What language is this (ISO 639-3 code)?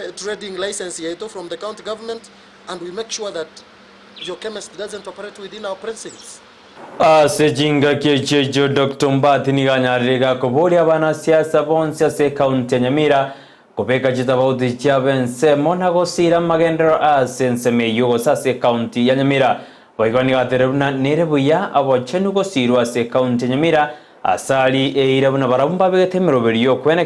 guz